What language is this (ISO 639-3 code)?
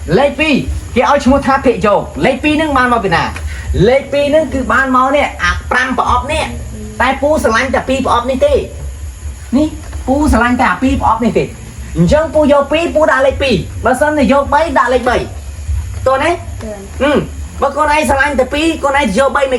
khm